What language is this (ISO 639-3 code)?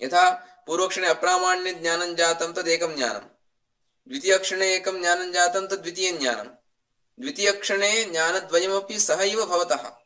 san